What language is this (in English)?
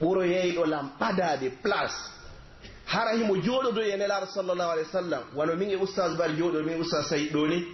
Pular